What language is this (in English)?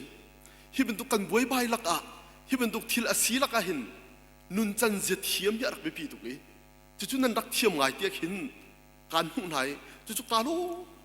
Hakha Chin